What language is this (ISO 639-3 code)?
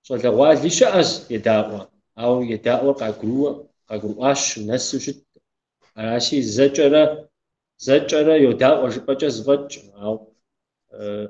kbd